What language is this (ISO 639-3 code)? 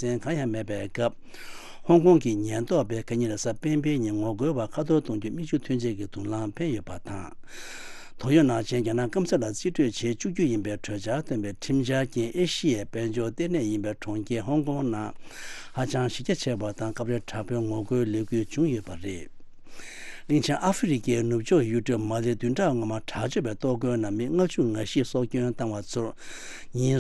bod